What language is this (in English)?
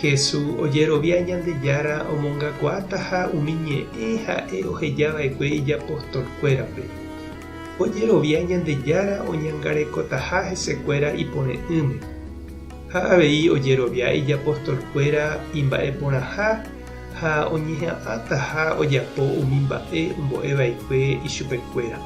Guarani